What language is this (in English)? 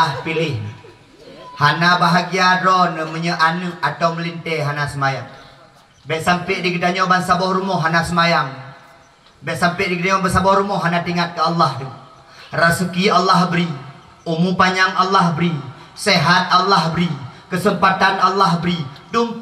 Achinese